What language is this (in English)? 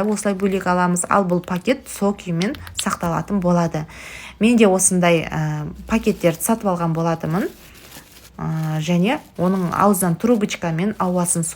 Kazakh